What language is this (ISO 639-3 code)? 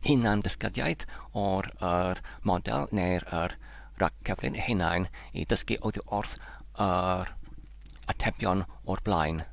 cym